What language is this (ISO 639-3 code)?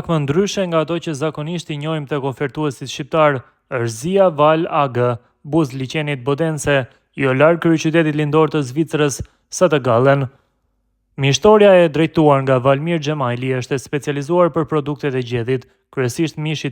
sqi